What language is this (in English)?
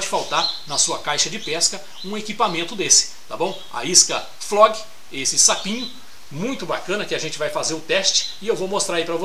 Portuguese